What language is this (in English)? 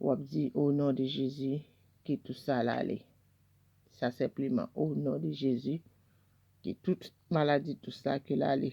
Haitian Creole